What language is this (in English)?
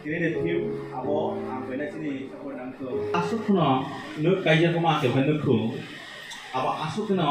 Kok Borok